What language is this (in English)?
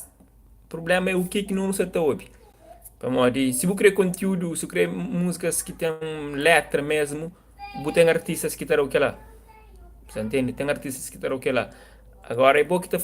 Kabuverdianu